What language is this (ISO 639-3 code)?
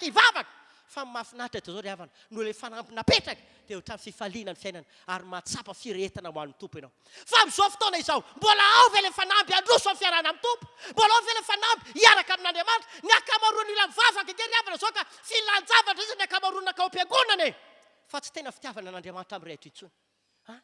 mlg